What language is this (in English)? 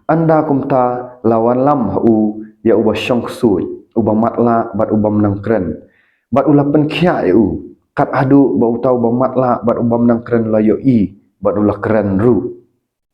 Khasi